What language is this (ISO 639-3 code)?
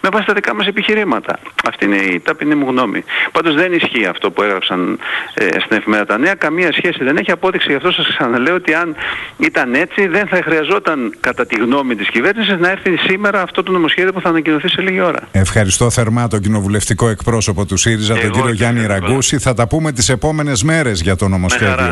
ell